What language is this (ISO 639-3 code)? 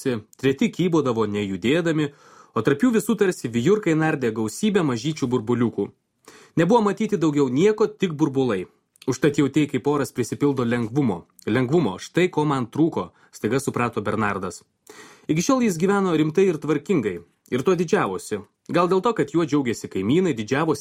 lit